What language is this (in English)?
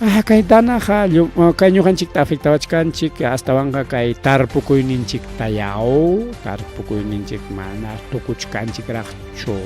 Ayacucho Quechua